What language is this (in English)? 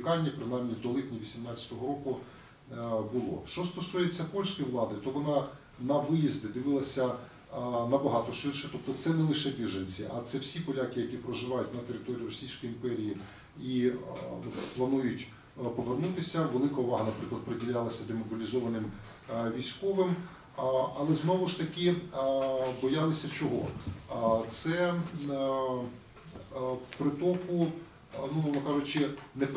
Ukrainian